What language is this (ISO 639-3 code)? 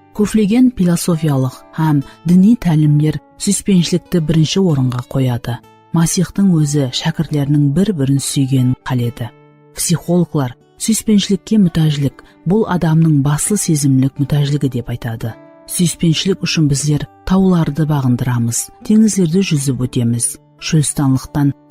kaa